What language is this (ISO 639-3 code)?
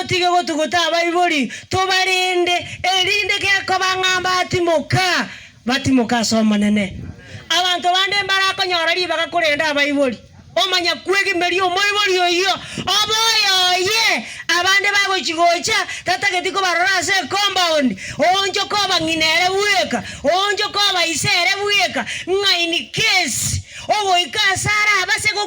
guz